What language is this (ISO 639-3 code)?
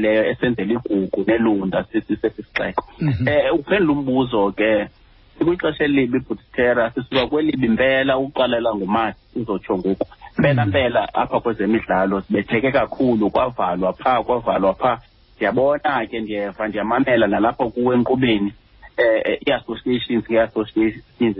xho